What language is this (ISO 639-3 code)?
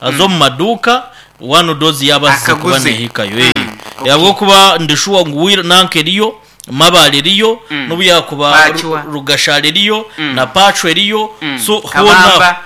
nyn